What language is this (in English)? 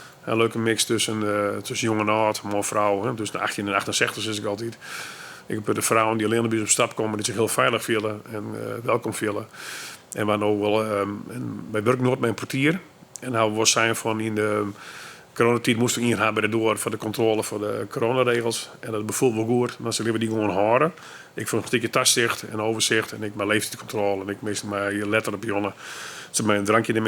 Western Frisian